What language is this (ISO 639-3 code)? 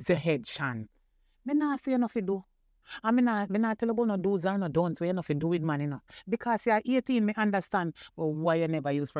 jam